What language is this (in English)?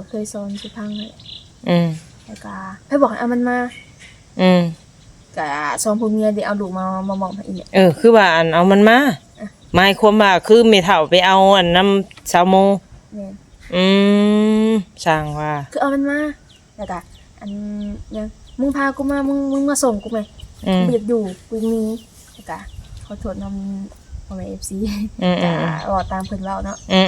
Lao